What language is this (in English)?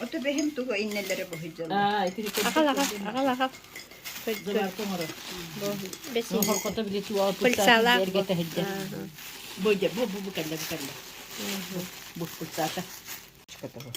Yakut